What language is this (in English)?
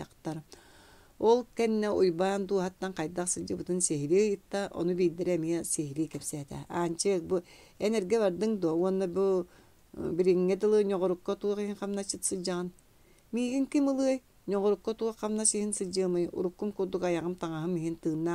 Yakut